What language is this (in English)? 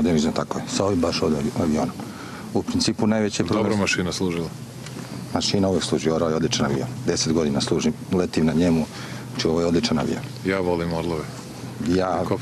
Serbian